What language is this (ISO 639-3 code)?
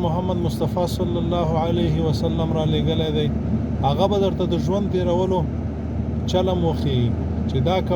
pus